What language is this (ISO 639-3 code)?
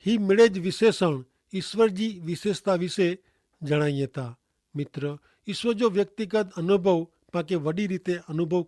kfr